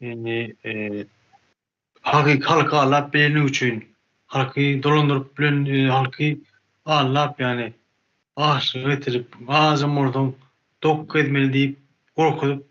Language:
Turkmen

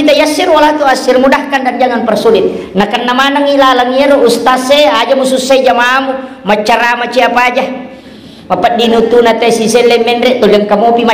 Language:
Buginese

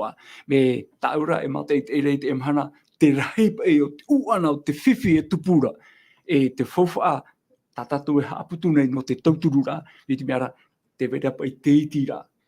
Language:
Tahitian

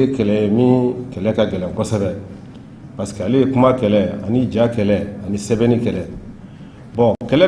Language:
Bambara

